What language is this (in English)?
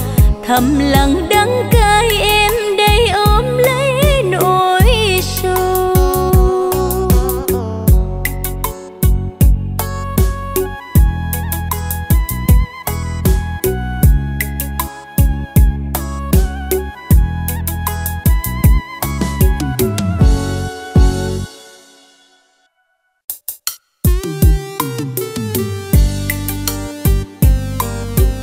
Vietnamese